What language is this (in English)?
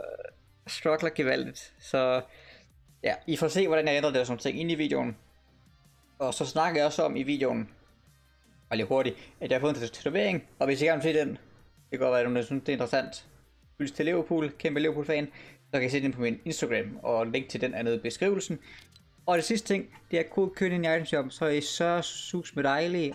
Danish